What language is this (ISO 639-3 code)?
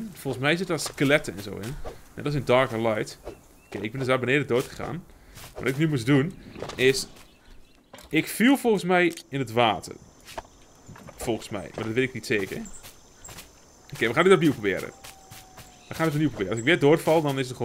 nld